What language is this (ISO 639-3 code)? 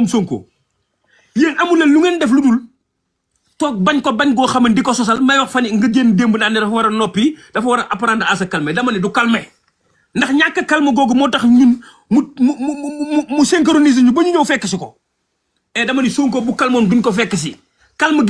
wol